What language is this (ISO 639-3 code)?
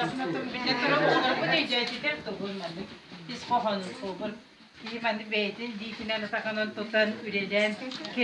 sah